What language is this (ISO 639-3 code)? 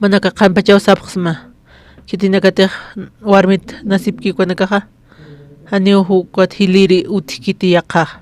aym